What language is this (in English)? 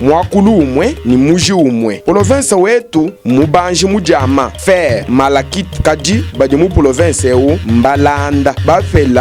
Luba-Lulua